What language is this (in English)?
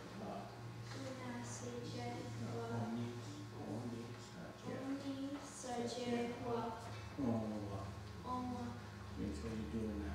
Mohawk